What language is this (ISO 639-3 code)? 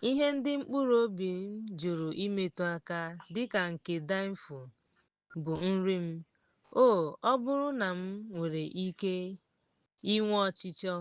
ibo